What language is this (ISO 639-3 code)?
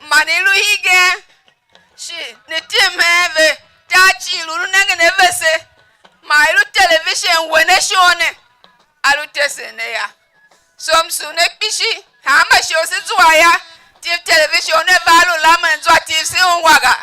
tiv